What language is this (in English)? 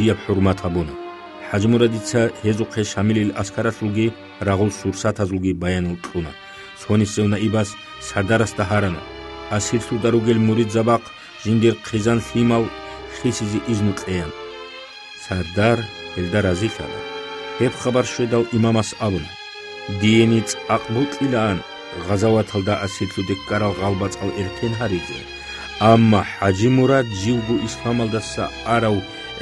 Avaric